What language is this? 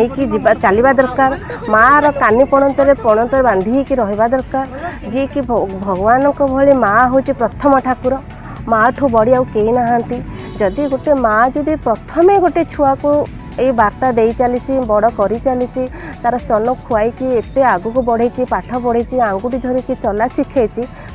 Odia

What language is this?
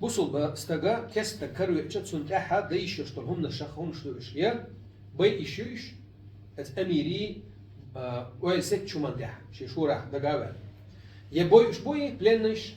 Chechen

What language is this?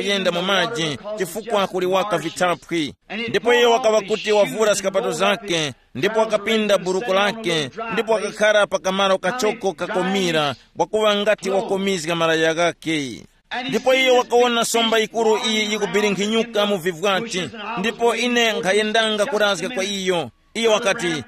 Tumbuka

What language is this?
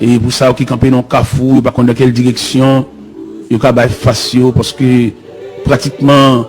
Haitian Creole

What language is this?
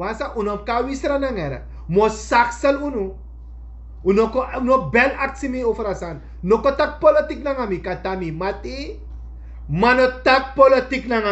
Sranan Tongo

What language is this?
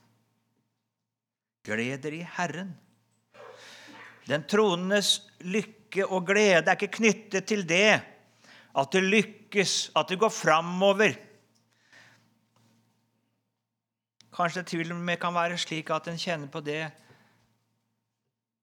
Norwegian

